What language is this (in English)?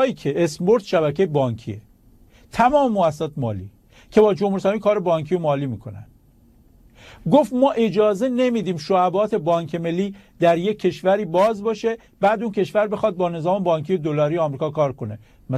Persian